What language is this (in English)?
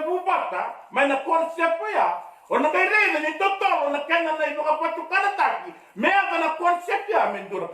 Fijian